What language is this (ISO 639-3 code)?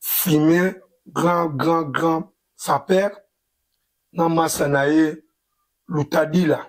lin